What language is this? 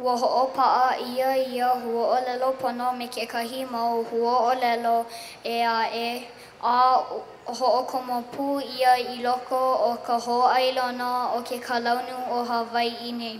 Hawaiian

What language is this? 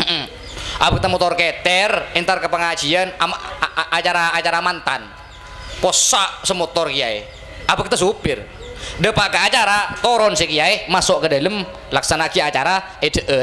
Madurese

